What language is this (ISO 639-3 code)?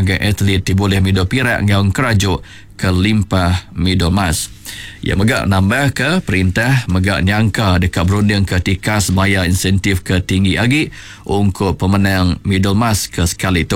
iba